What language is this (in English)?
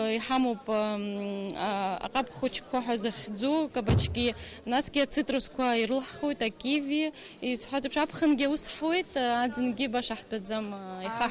Abkhazian